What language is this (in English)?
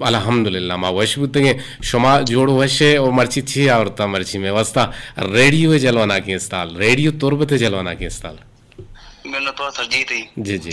Eastern Balochi